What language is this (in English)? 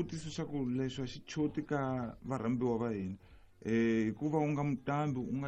Tsonga